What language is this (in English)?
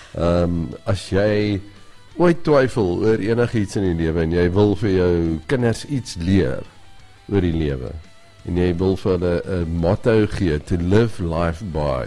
Afrikaans